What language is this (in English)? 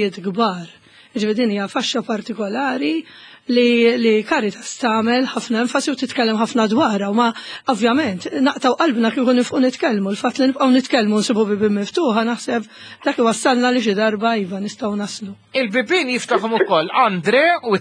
Maltese